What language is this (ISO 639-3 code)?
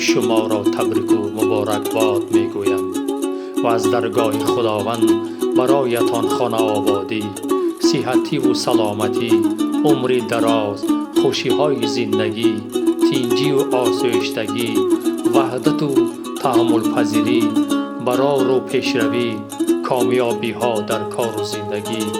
tgk